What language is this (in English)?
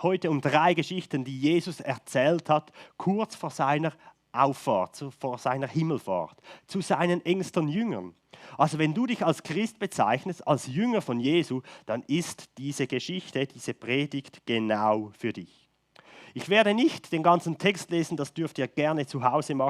Swiss German